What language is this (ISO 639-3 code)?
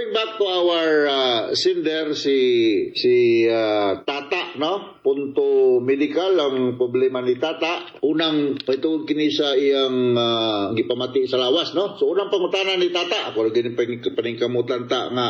ceb